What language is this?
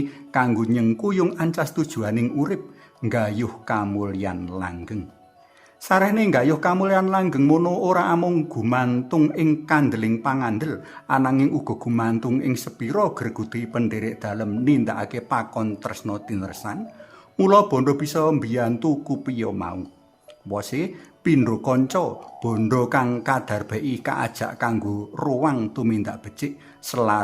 Javanese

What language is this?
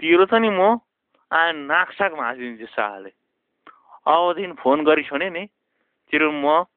Nepali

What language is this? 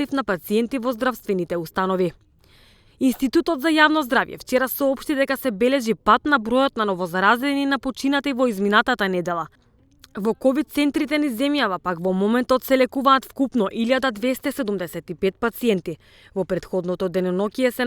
Macedonian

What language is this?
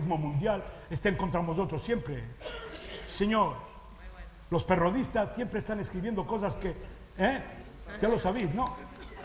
Ladino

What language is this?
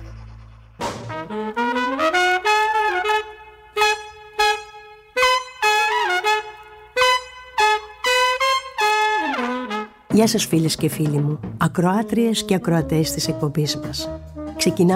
Greek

